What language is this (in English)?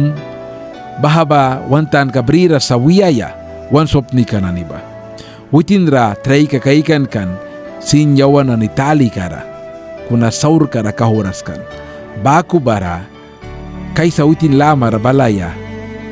Mískito